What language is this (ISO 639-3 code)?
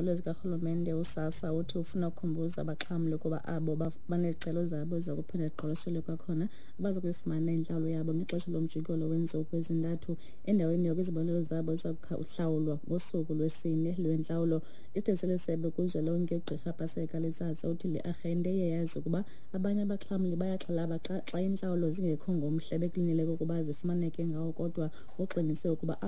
xho